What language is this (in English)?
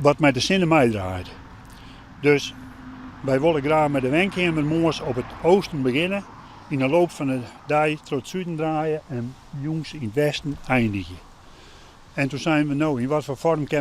Western Frisian